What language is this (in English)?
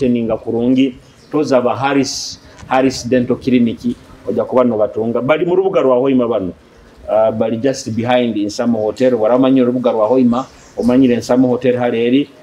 Nyoro